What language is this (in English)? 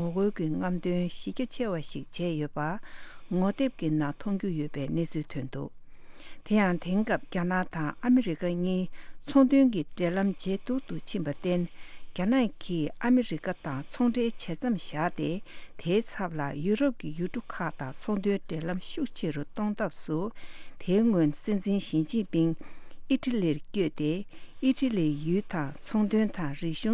Tibetan